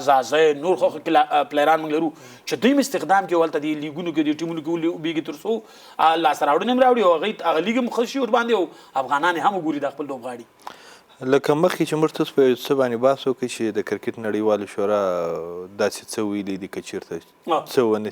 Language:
Pashto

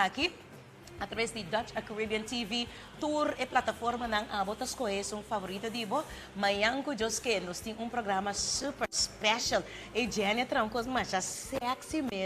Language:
Papiamento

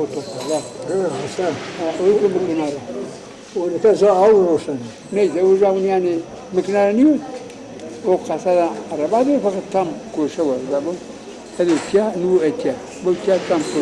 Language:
Zaza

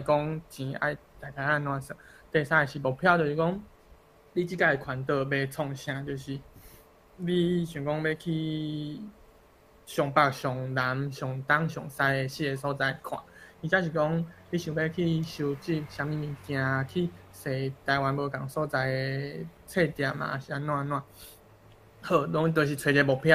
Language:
Min Nan Chinese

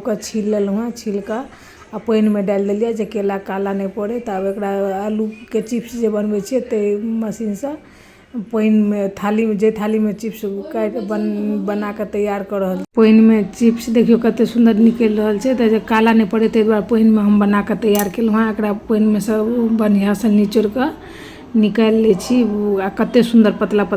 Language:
Maithili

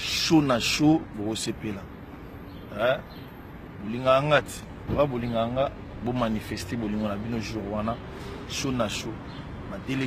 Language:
Lingala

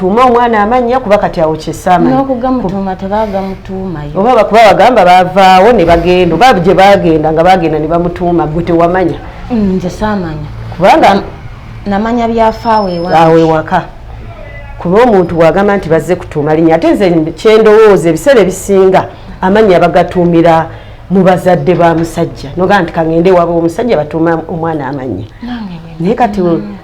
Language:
Ganda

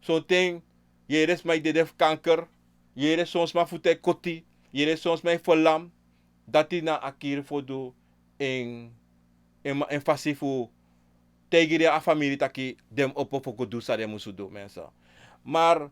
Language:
Sranan Tongo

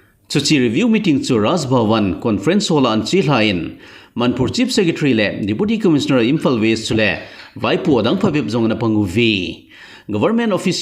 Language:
Thado Chin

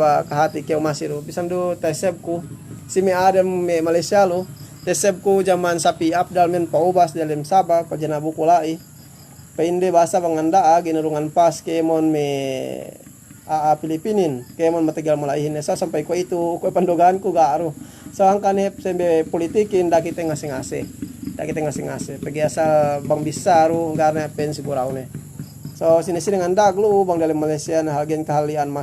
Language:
Yakan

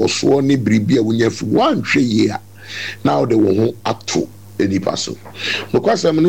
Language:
Akan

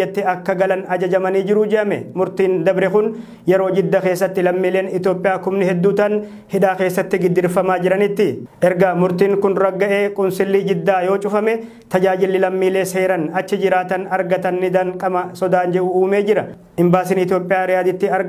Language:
Oromo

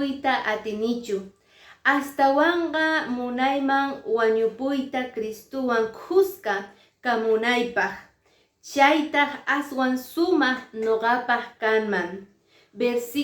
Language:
Quechua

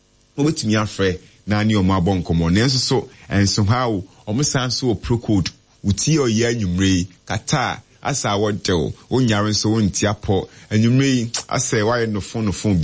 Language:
Akan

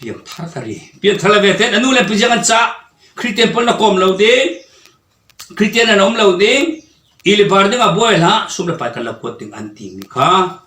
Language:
Falam Chin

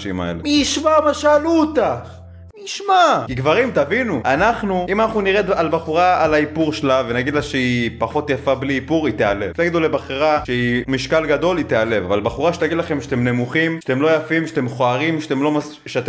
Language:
Hebrew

